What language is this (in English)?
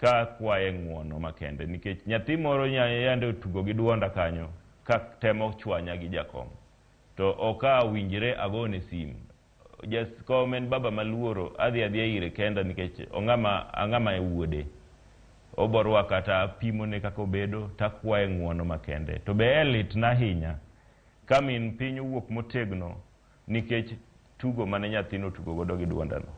Luo (Kenya and Tanzania)